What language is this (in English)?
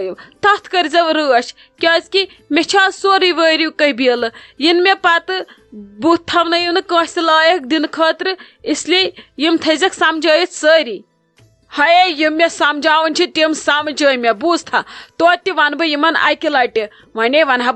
Kashmiri